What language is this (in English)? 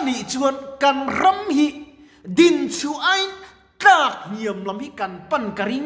Mizo